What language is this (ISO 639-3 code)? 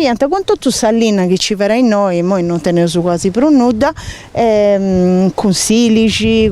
srd